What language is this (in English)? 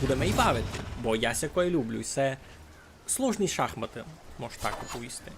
Rusyn